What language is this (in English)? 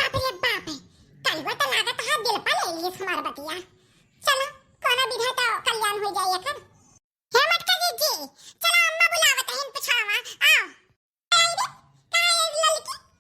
Awadhi